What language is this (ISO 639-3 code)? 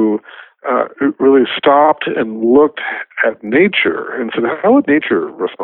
eng